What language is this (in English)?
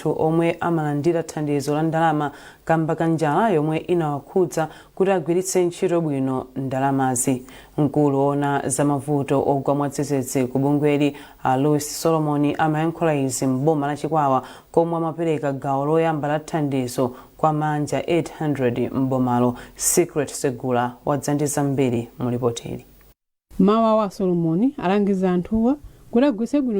Nyanja